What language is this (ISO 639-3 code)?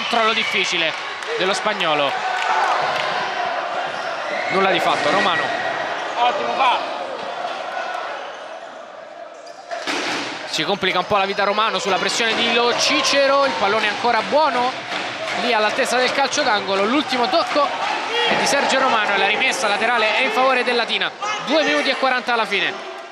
ita